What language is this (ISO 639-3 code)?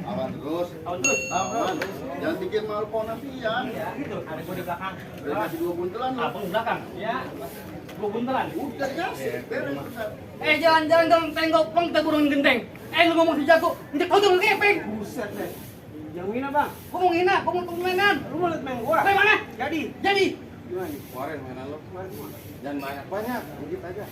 bew